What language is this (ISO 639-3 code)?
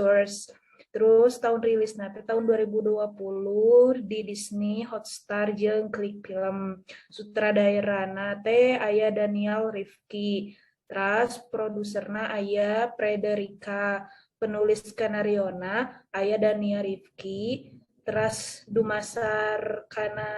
sun